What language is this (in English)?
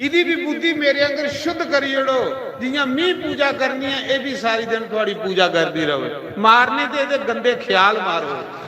Dogri